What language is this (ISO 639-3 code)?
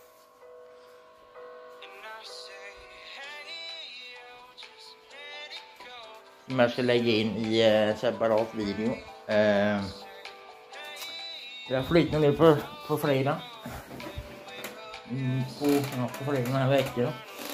swe